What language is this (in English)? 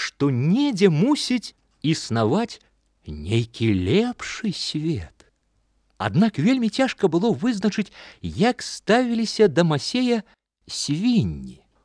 Belarusian